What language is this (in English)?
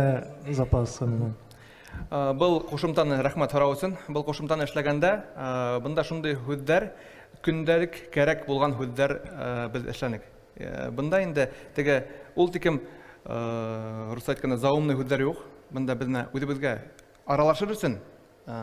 Bashkir